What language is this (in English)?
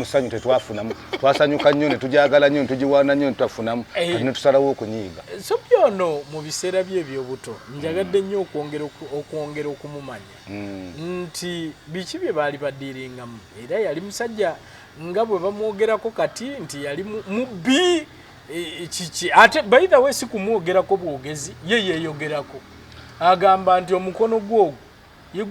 Ganda